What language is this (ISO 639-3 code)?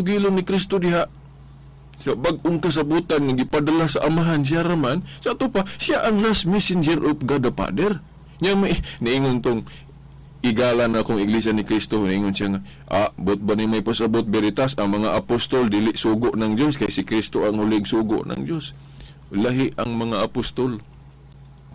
ceb